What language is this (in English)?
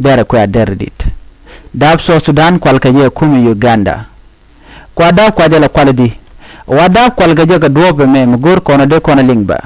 Nuer